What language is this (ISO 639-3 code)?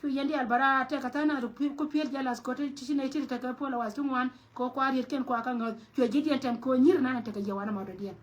nus